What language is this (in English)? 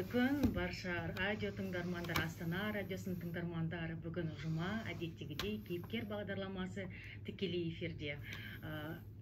Kazakh